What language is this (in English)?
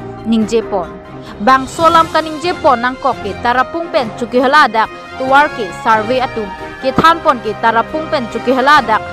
Karbi